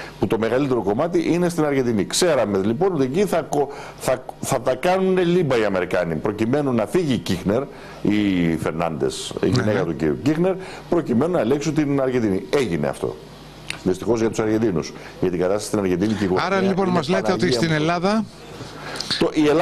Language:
Greek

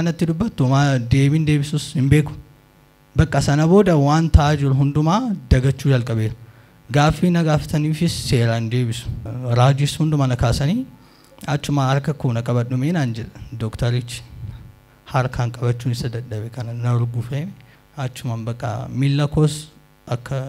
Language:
Oromo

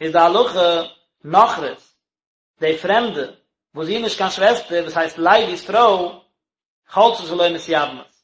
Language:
Yiddish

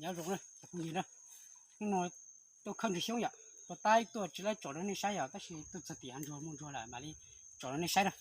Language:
Hmong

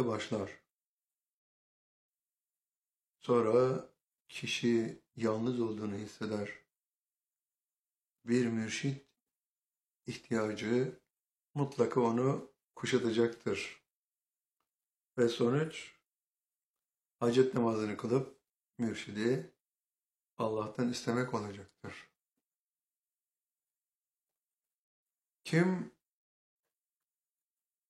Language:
Turkish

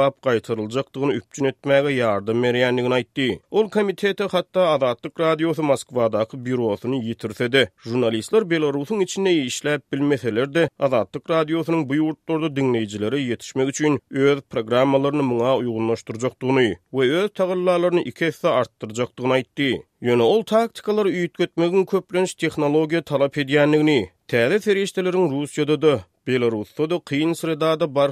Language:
Turkmen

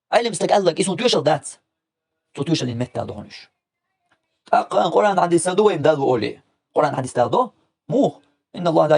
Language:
Chechen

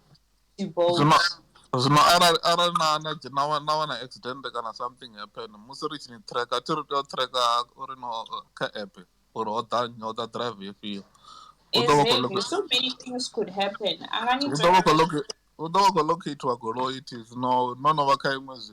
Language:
Venda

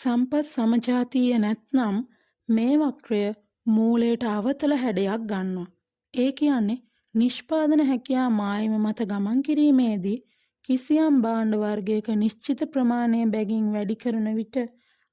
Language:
Sinhala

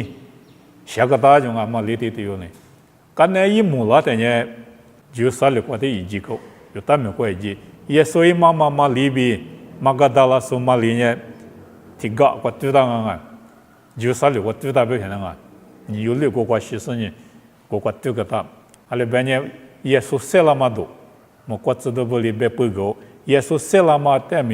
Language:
Lisu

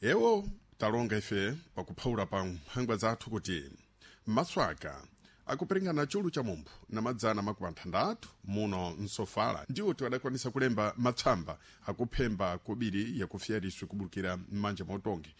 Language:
Sena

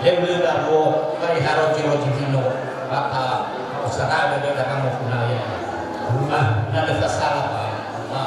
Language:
Nias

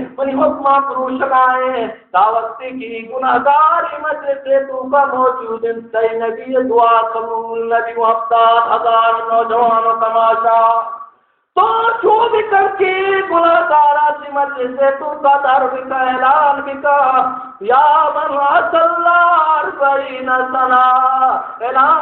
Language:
Baluchi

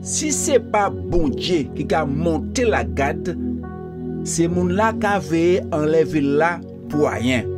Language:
Guadeloupean Creole French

